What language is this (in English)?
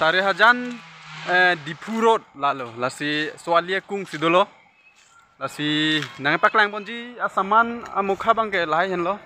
Karbi